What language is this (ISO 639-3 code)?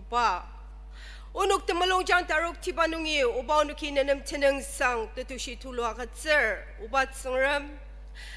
njo